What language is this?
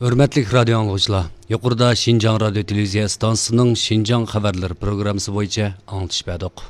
Uyghur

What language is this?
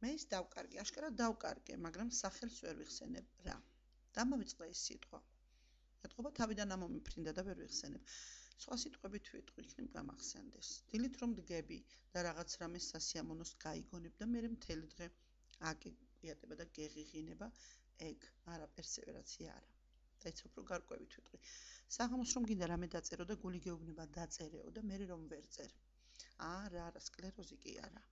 Georgian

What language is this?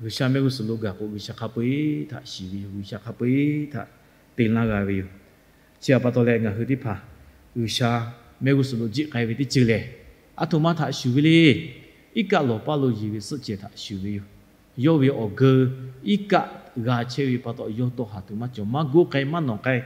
Lahu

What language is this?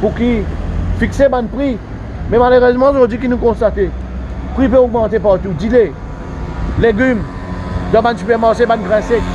Morisyen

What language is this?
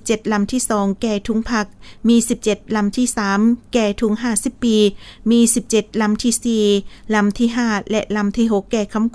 Lao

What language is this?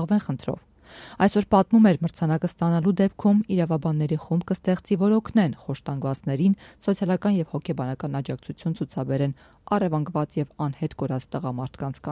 Armenian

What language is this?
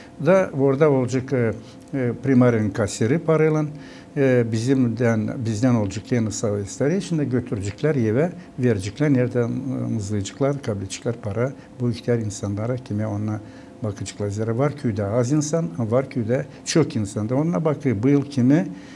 Gagauz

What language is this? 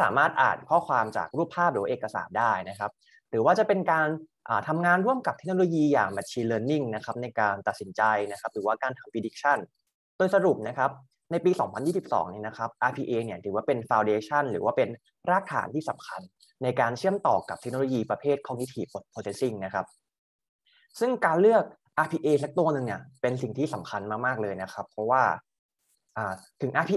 Thai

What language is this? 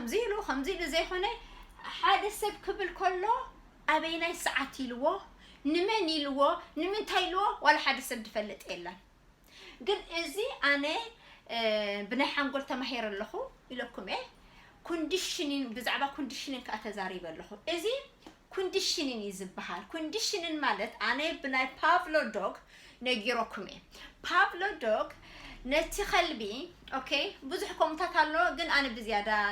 Tigrinya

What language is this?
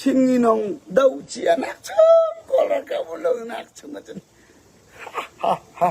Falam Chin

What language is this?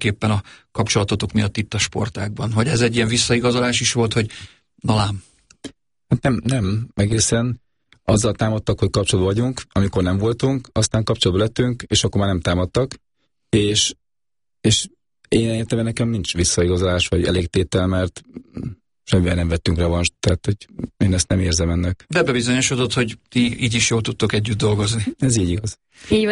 Hungarian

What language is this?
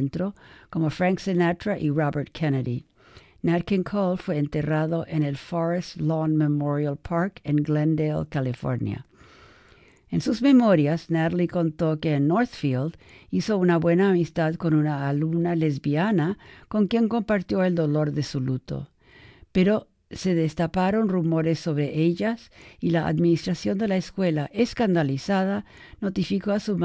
Spanish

